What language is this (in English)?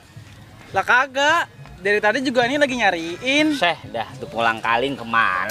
Betawi